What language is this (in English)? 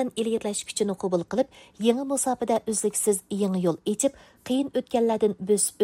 Uyghur